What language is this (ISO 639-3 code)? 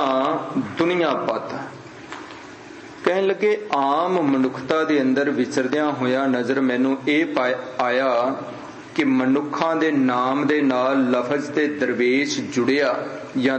pan